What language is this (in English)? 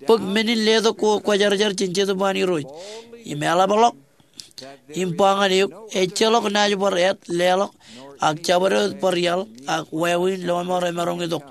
Marshallese